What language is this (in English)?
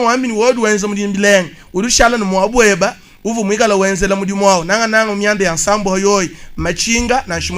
Luba-Lulua